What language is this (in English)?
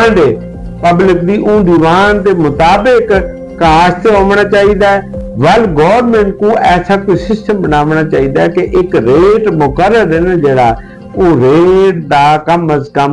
Saraiki